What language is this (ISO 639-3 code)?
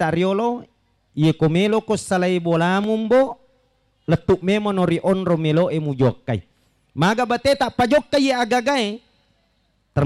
bug